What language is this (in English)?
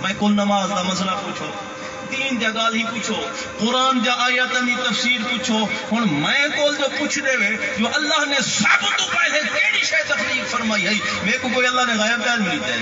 Saraiki